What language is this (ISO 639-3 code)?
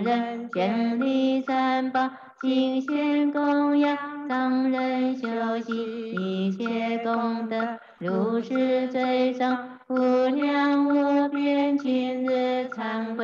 zho